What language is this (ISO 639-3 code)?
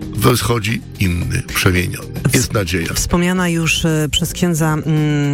pol